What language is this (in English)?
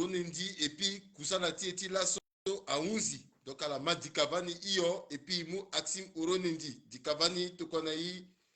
Sango